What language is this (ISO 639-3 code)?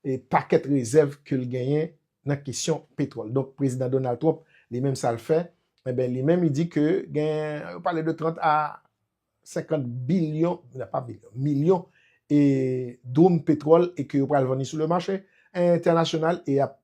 hat